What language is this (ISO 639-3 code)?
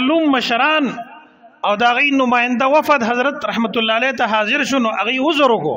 pus